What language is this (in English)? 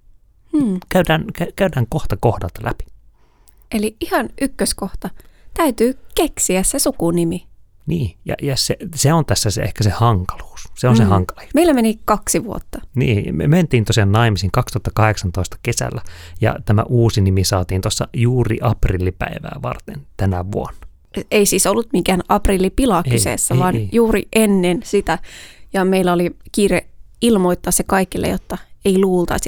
Finnish